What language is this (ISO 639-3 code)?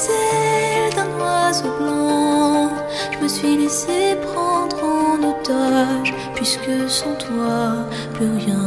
fra